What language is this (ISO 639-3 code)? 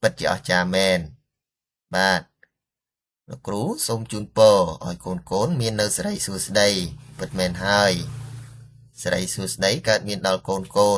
khm